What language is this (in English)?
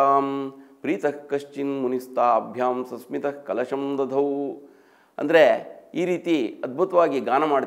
Kannada